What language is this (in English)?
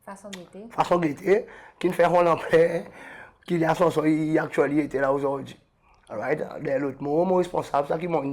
Seselwa Creole French